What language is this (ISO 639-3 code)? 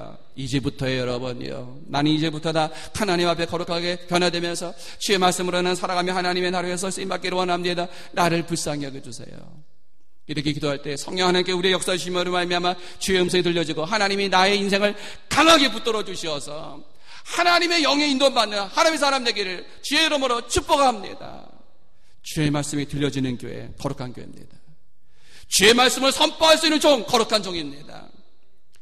kor